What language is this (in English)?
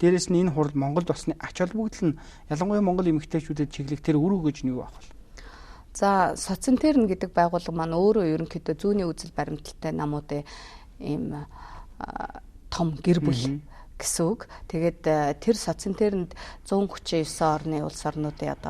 Mongolian